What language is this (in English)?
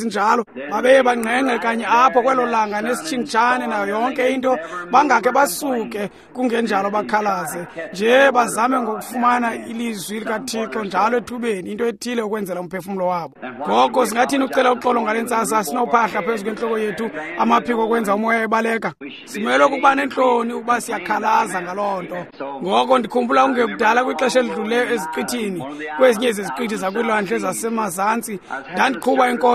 Xhosa